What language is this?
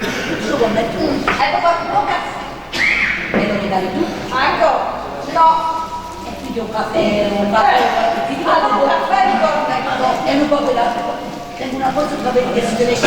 Neapolitan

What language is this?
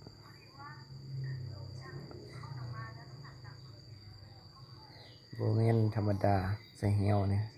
Lao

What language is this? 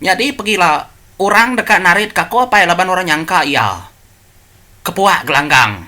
Iban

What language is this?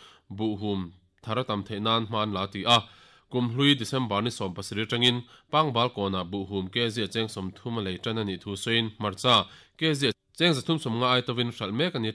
Mizo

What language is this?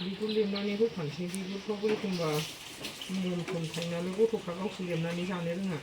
Bodo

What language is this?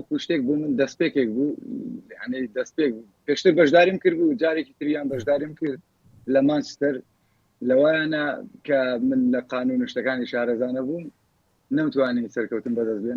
Central Kurdish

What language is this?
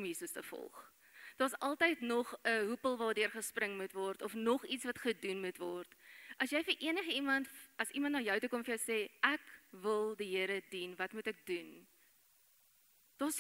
Afrikaans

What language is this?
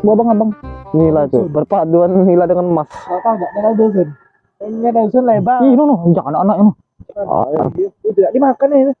Musi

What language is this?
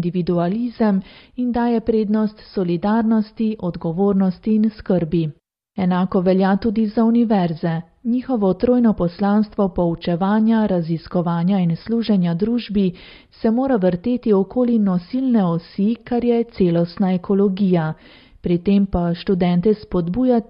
Slovenian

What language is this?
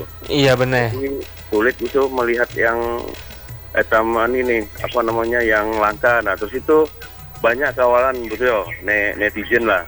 Indonesian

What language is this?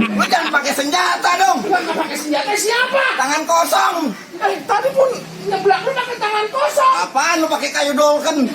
Betawi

